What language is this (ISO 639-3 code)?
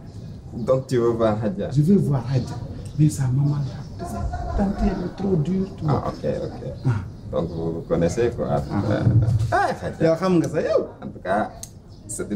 fuf